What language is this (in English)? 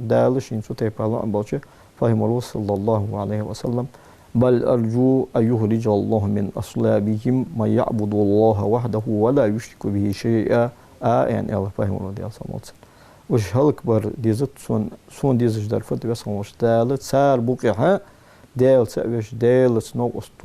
Ingush